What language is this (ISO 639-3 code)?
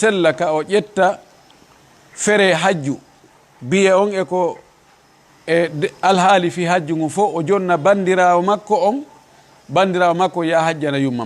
ful